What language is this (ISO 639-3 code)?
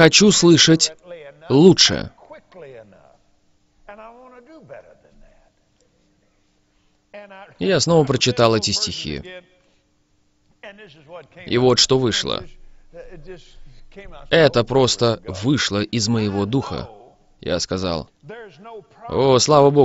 rus